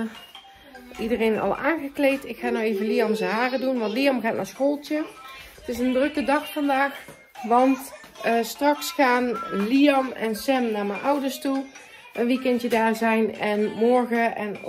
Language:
Dutch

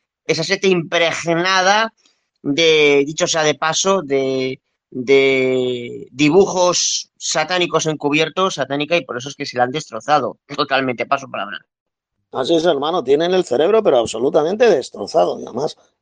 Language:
Spanish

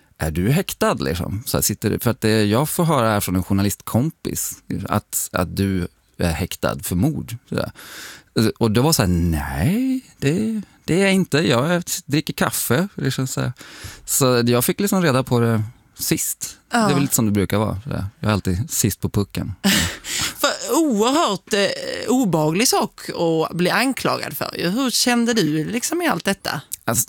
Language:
Swedish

